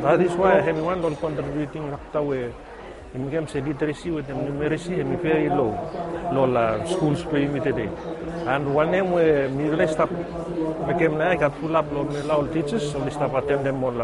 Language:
Bislama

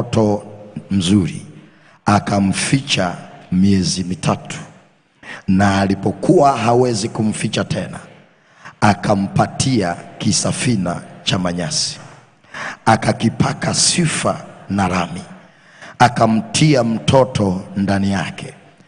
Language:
Swahili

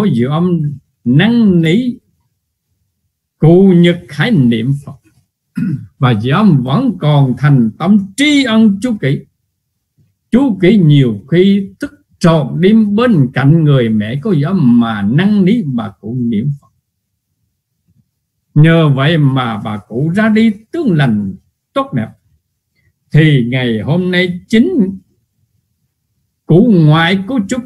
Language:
Vietnamese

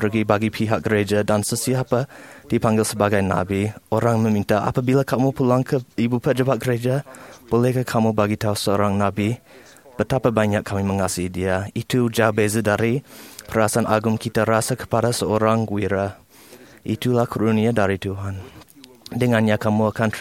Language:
Malay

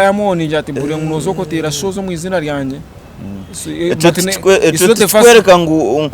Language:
Nyankole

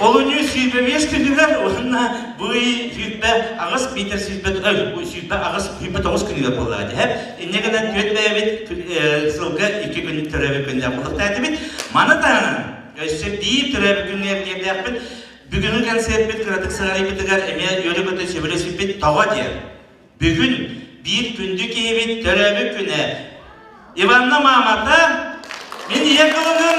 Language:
Yakut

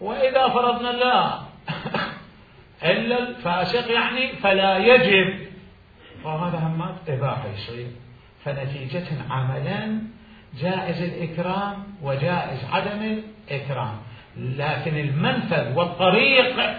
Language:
Mesopotamian Arabic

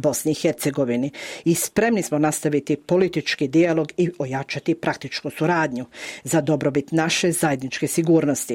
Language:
Bosnian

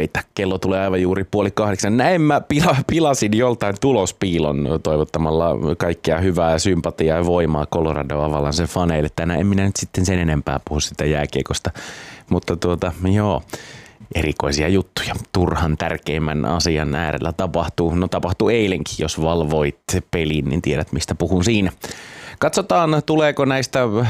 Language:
Finnish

